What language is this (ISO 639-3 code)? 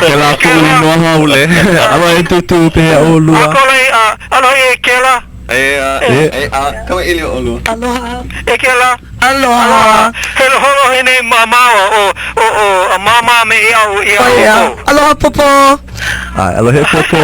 haw